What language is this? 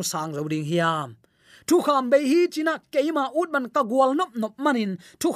Tedim Chin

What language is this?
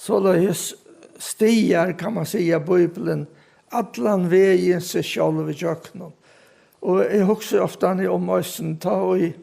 Faroese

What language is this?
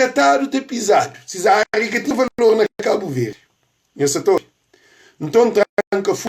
Kabuverdianu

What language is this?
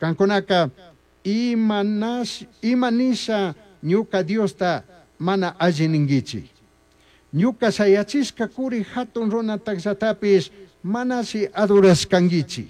Chimborazo Highland Quichua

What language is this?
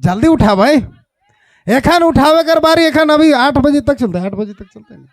Sadri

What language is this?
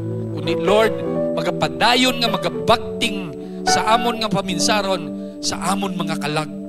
Hiligaynon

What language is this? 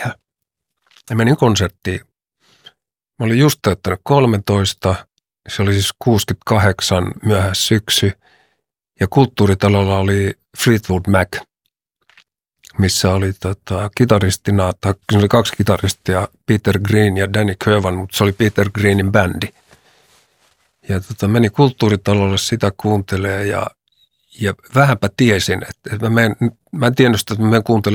Finnish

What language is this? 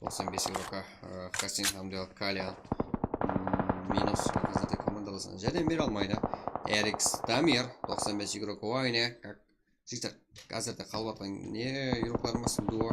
Kara-Kalpak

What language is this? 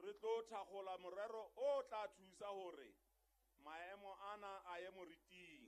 Southern Sotho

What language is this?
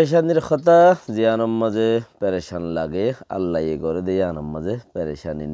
Rohingya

